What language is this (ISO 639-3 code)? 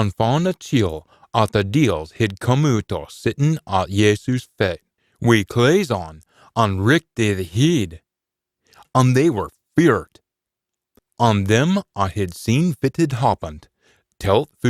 sco